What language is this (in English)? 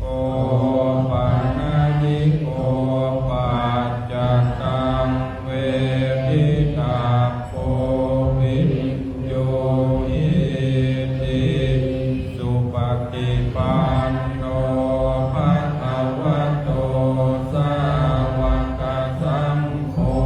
Pali